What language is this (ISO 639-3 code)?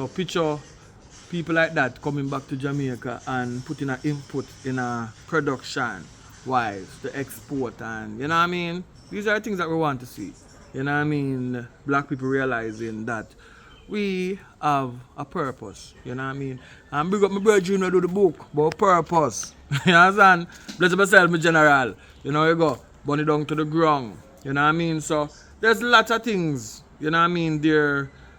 jam